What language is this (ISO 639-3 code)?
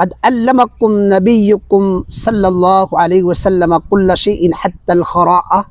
mrw